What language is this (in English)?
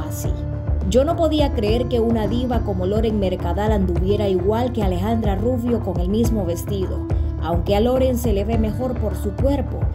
Spanish